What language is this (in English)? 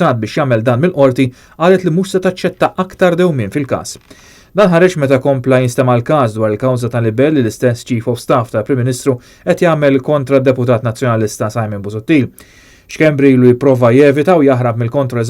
Maltese